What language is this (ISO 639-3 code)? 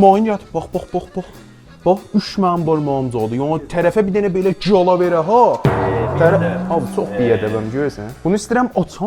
azb